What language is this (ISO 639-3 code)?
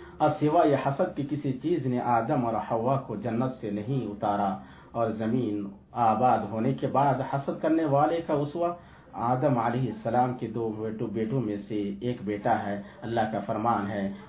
urd